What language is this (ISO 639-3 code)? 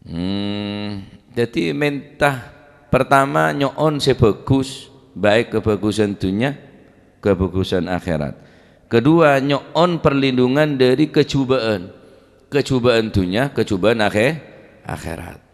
mad